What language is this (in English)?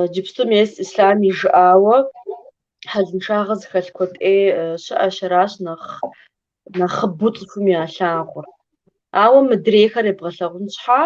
Kabardian